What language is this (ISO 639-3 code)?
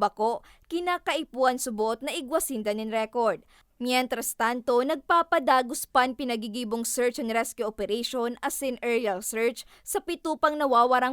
bik